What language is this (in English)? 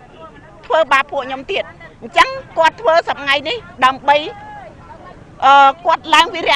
Khmer